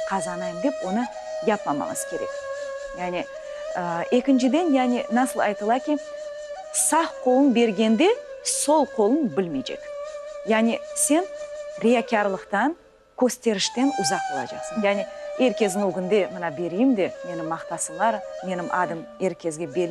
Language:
Crimean Tatar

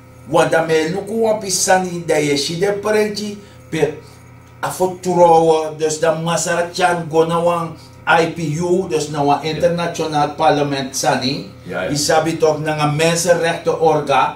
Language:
Sranan Tongo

